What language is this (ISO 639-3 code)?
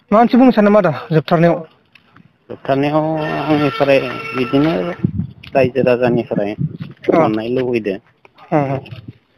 brx